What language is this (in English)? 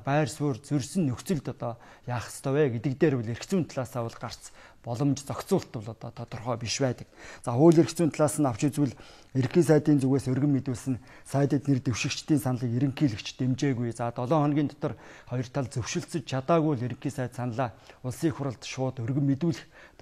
Mongolian